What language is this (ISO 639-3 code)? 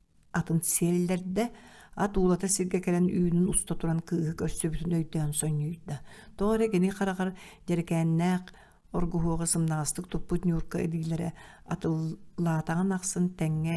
sah